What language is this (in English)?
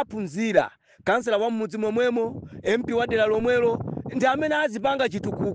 Nyanja